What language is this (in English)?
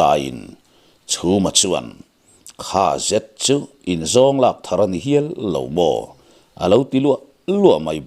Mizo